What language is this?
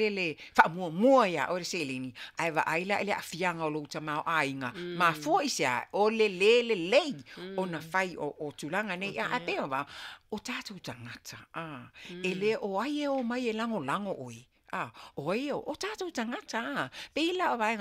Samoan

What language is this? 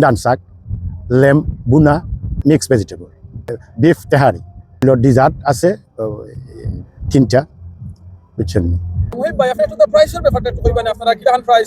Sylheti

